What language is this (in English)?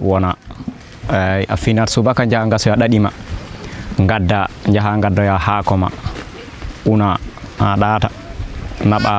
Fula